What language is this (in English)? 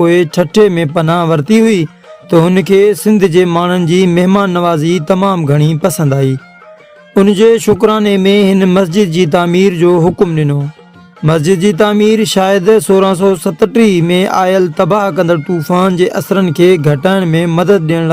Sindhi